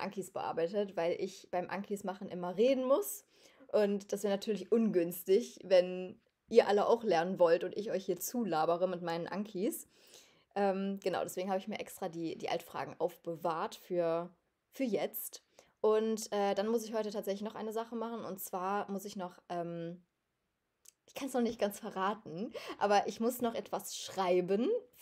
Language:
German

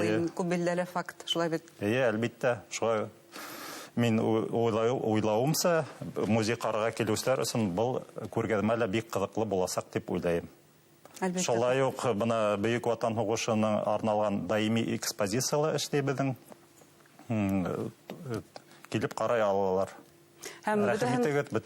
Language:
Bashkir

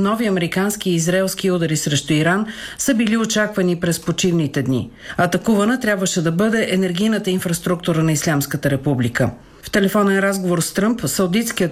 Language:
Bulgarian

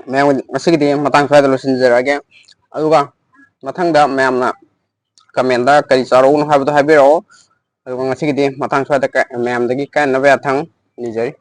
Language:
Manipuri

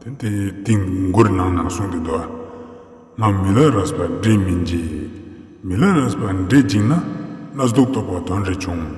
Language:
Ladakhi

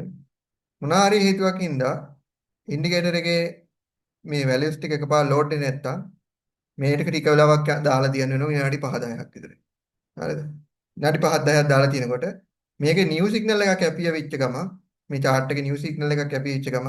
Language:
Sinhala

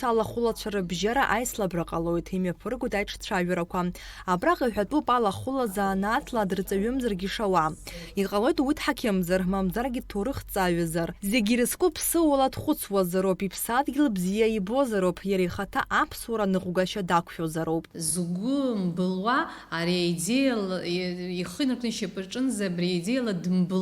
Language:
Abkhazian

